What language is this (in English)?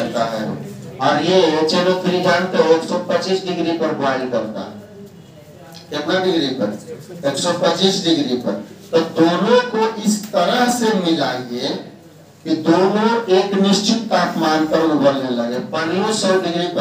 Hindi